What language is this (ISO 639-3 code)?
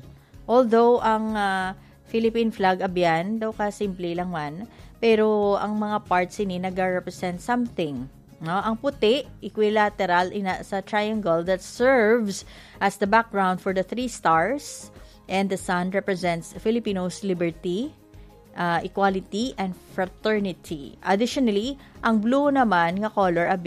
hil